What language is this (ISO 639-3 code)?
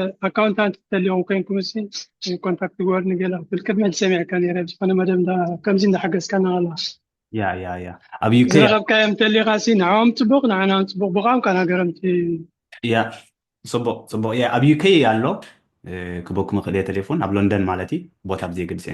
tir